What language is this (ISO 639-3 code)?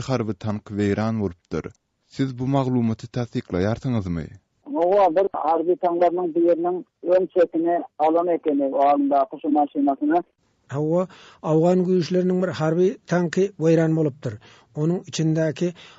tuk